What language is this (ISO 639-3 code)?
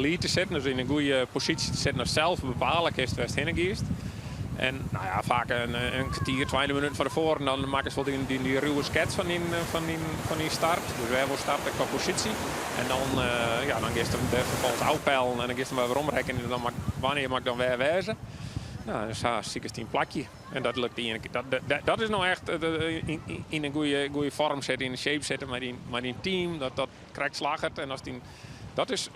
fry